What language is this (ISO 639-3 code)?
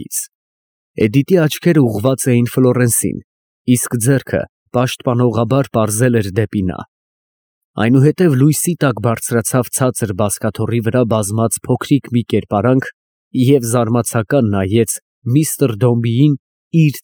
hye